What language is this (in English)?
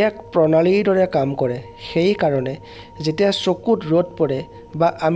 Assamese